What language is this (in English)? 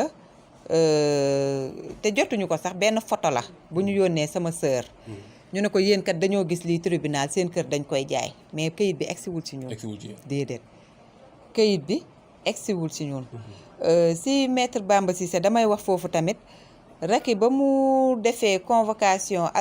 Wolof